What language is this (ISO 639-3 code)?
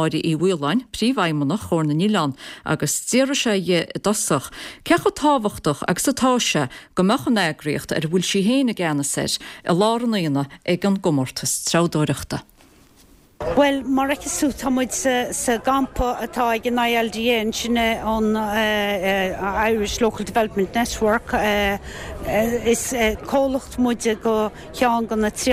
gle